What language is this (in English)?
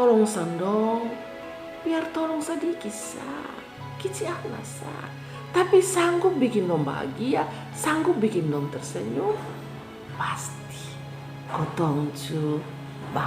Kupang Malay